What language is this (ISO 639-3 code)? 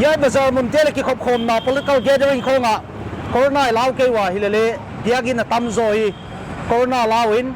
pck